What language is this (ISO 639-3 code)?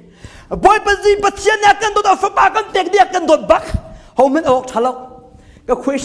cnh